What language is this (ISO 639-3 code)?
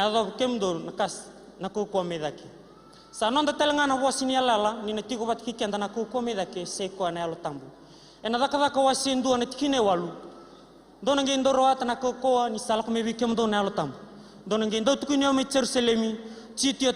fij